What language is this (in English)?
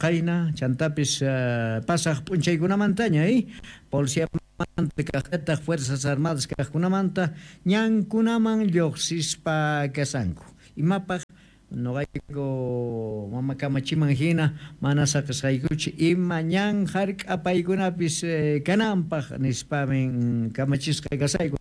Quechua